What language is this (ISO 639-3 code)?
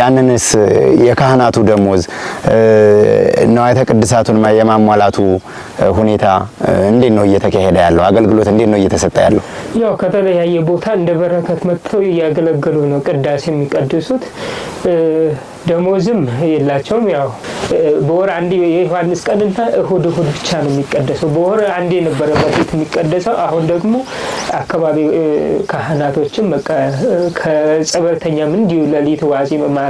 amh